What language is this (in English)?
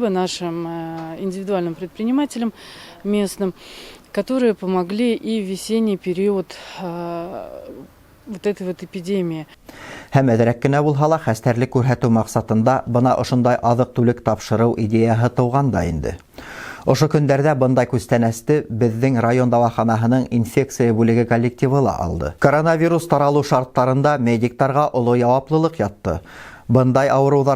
Bashkir